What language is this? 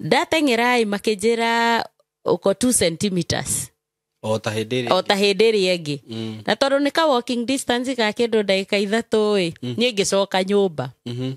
Kikuyu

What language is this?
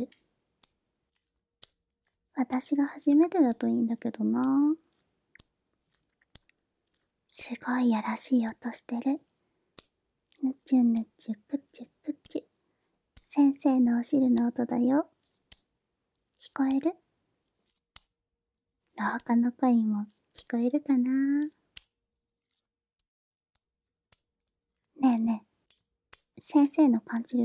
Japanese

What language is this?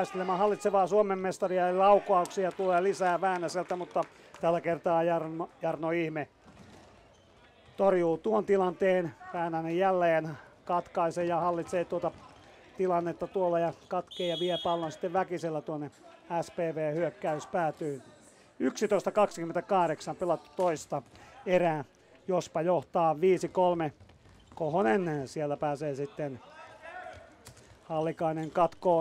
Finnish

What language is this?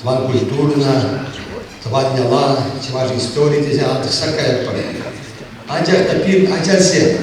Chuvash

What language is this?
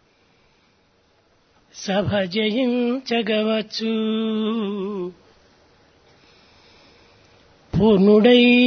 Telugu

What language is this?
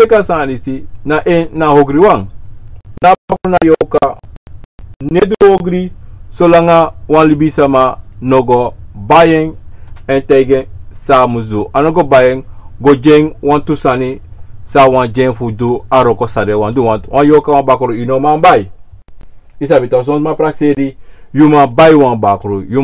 Sranan Tongo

